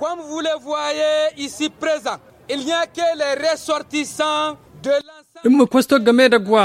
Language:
Tamasheq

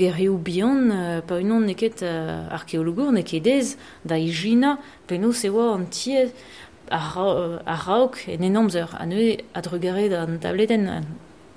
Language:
Breton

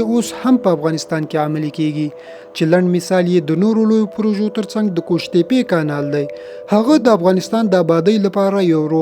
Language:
Pashto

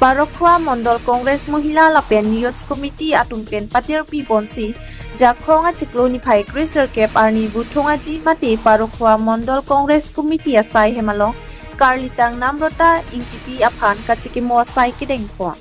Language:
Karbi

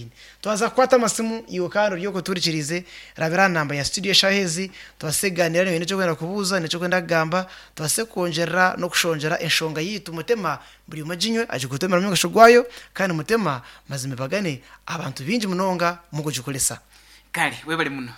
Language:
Nyankole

